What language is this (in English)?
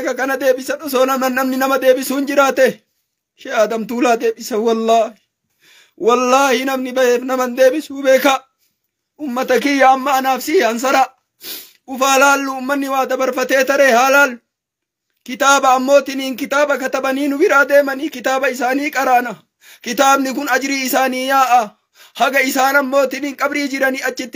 Oromo